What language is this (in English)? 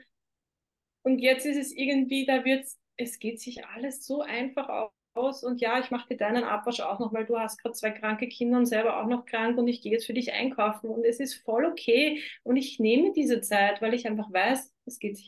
German